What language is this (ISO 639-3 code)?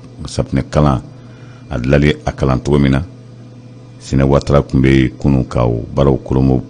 bam